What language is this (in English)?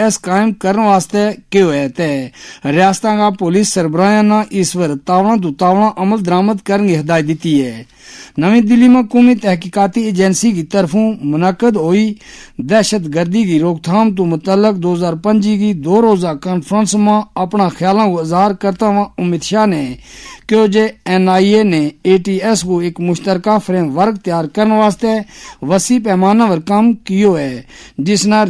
Gujari